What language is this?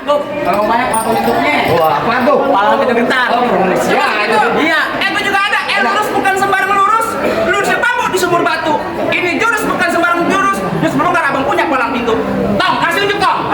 Betawi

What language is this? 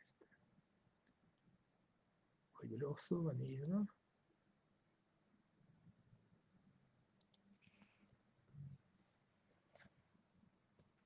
Hungarian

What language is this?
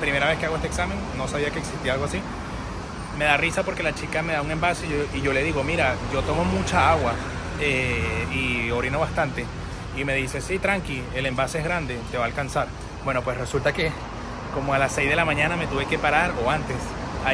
Spanish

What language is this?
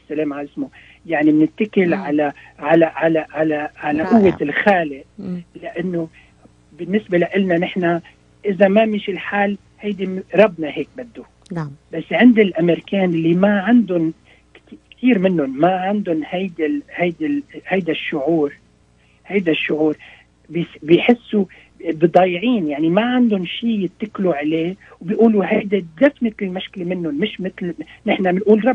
North Levantine Arabic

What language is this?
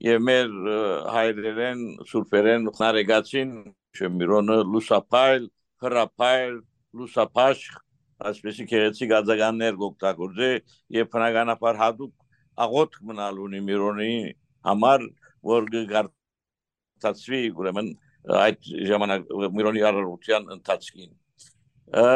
Western Armenian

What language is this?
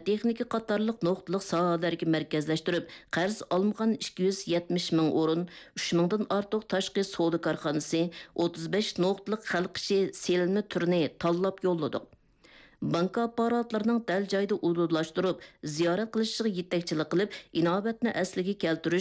Uyghur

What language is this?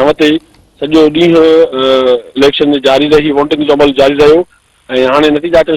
Sindhi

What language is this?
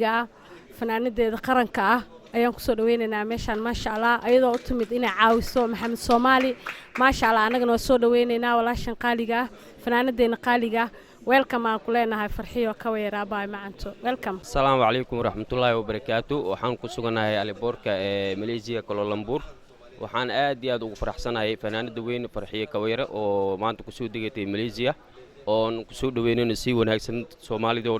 Somali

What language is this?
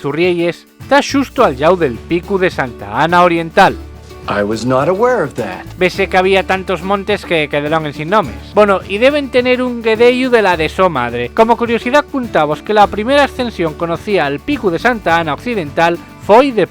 Asturian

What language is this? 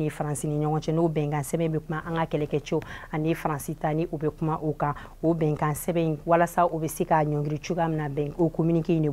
Bambara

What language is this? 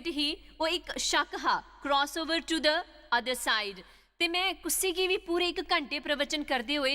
Dogri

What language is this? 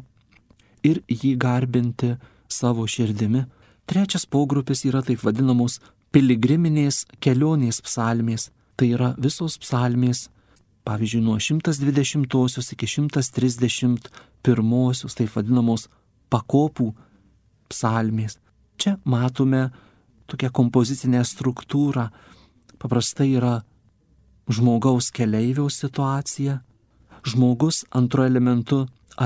Lithuanian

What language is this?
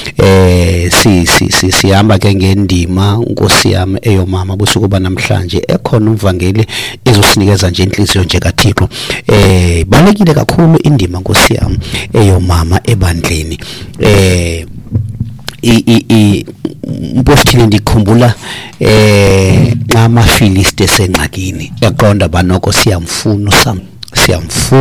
Xhosa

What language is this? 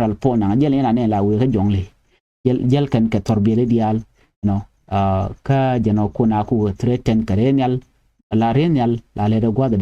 Nuer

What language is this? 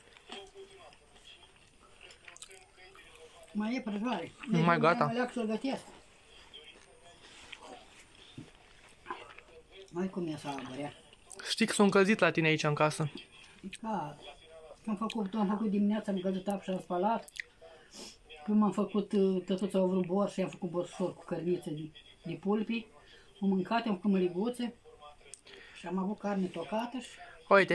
Romanian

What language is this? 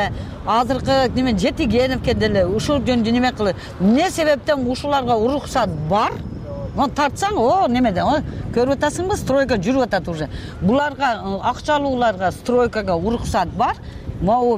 Kyrgyz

